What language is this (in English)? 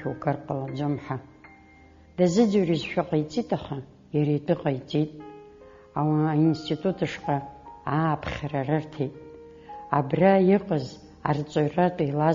Abkhazian